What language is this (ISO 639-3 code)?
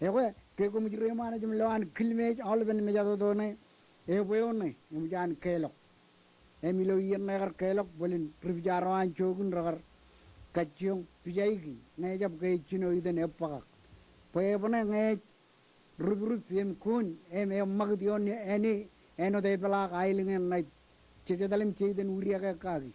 mah